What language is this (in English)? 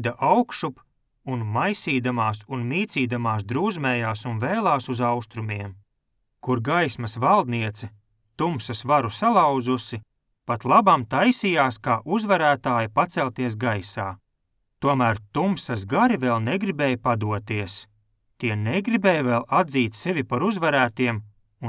Latvian